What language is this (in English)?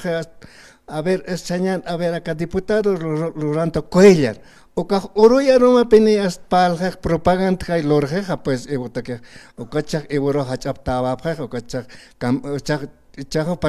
Aymara